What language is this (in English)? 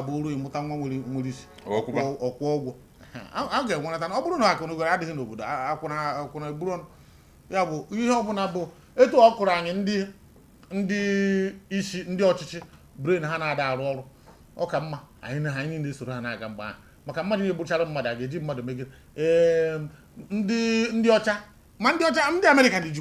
Igbo